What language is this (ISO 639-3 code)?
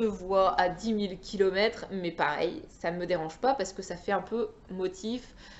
fra